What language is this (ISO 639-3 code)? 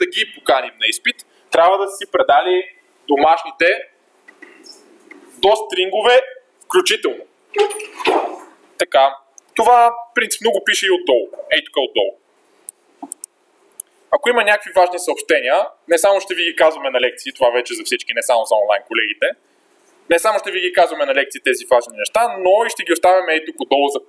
bul